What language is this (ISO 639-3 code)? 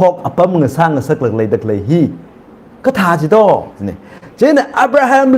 nmf